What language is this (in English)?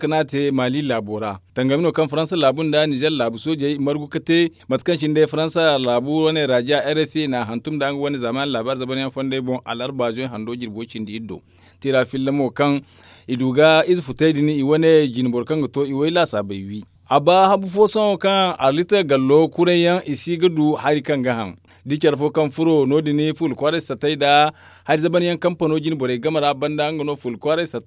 Zarma